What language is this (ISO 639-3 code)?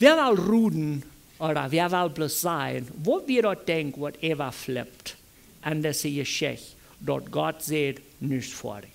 pdt